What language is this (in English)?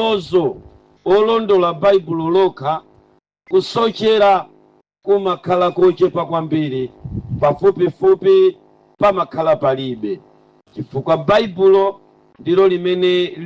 Nyanja